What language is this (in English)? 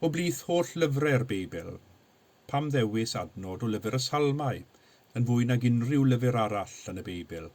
Welsh